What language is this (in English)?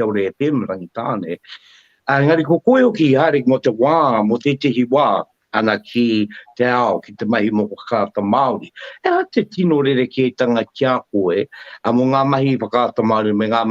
Māori